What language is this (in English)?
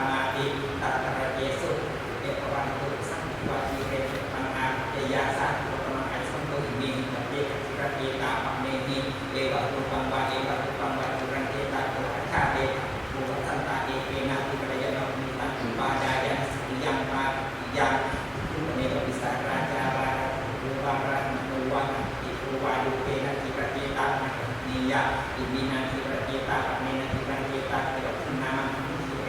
Pali